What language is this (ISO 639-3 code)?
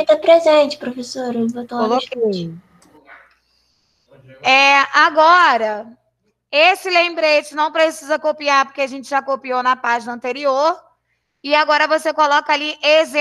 por